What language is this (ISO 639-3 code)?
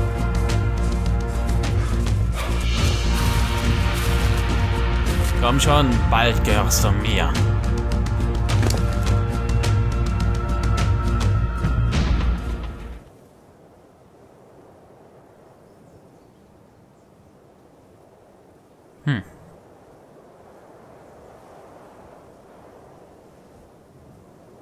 deu